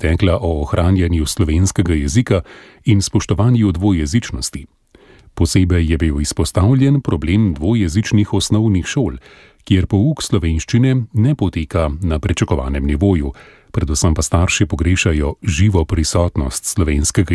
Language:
Slovenian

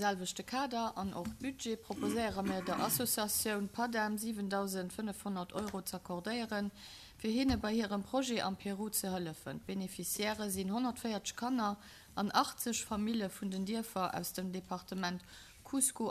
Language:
Luxembourgish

